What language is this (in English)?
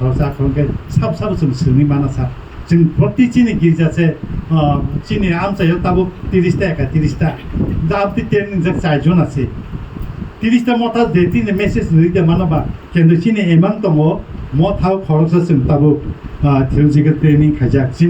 Kok Borok